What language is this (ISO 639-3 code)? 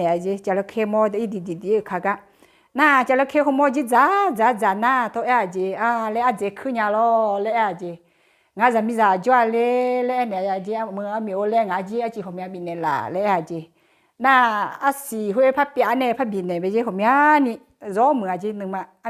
ahk